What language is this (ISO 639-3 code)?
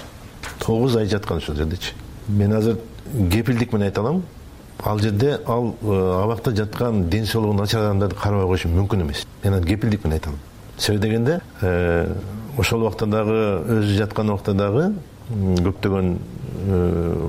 kir